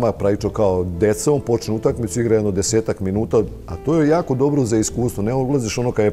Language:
Serbian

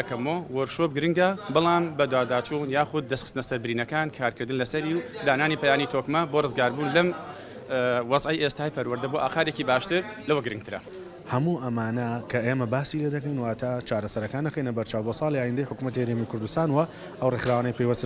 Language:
Central Kurdish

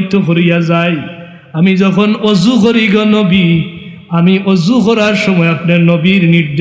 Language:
Sylheti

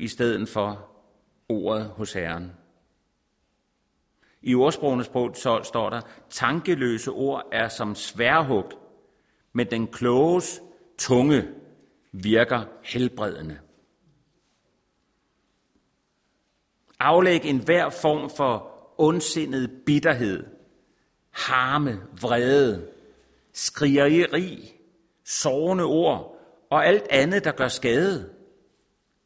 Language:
Danish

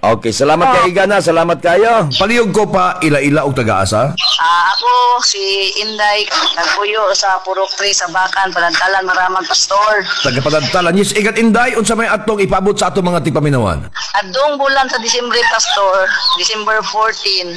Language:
Cebuano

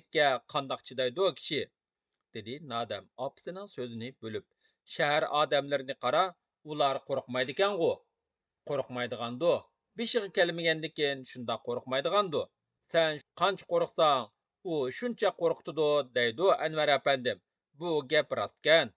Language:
Uyghur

